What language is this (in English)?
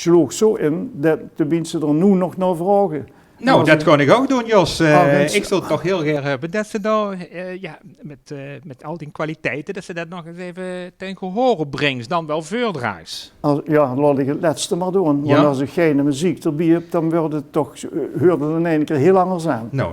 Limburgish